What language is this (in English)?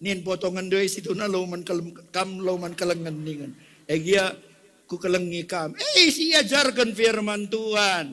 Batak Karo